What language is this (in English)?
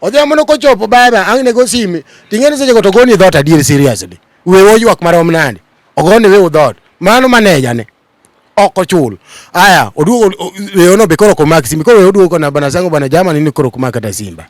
Luo (Kenya and Tanzania)